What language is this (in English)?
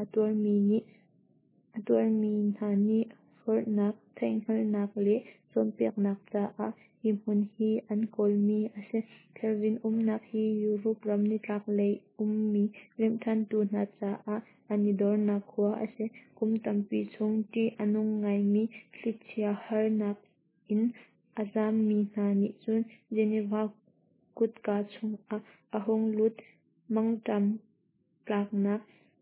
Hakha Chin